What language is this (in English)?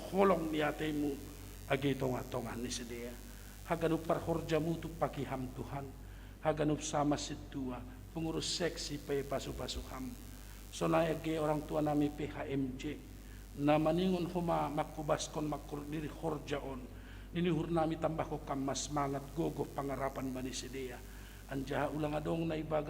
Batak Simalungun